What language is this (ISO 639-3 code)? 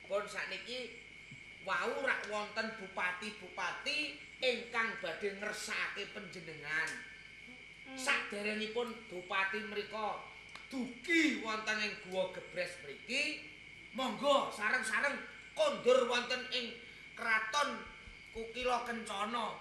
jav